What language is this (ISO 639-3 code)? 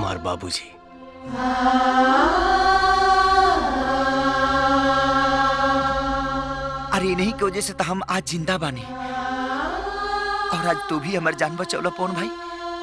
bho